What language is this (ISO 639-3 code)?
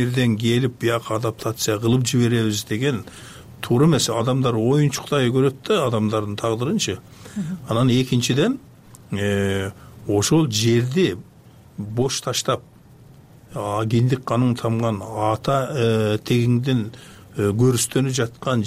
kir